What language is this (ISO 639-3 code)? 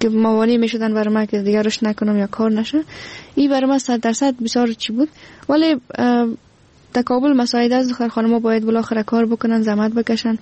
fas